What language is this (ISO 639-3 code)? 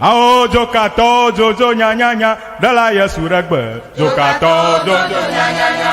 ewe